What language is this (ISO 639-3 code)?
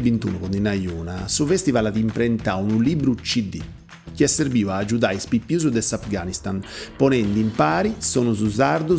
srd